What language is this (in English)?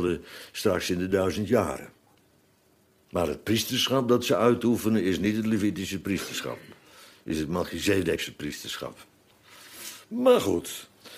Dutch